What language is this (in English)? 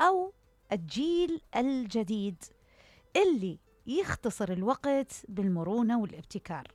Mesopotamian Arabic